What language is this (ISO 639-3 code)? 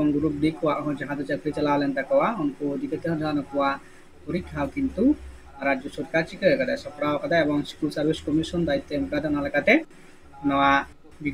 sat